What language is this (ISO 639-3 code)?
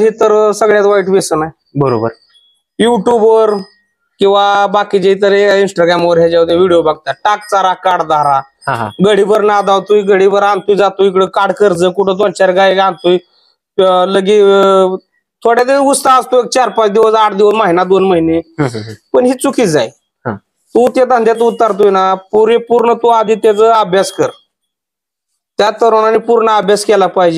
mar